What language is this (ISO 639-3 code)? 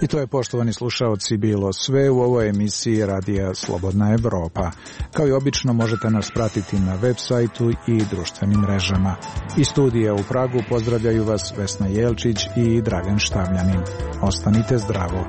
srp